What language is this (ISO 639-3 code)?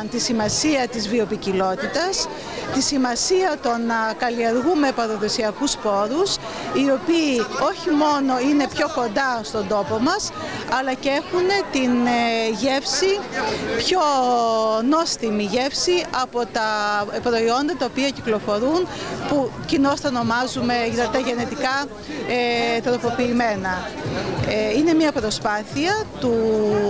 ell